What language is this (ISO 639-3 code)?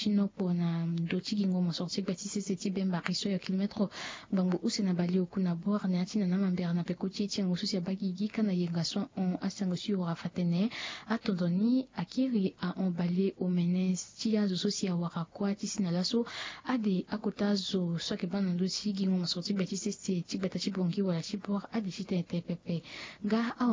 sag